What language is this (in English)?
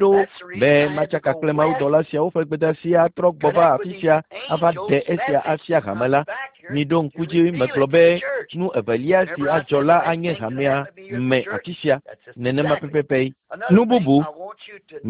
Ewe